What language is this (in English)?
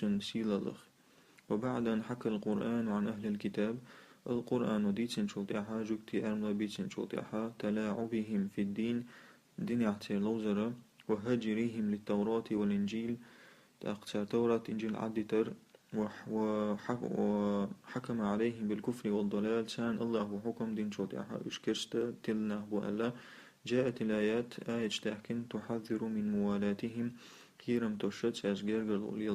Chechen